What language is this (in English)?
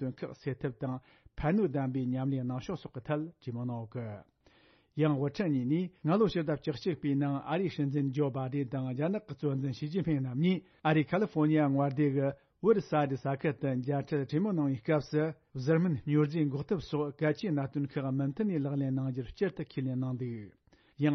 Tibetan